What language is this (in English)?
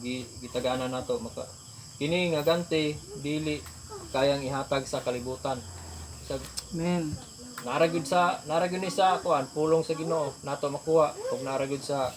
Cebuano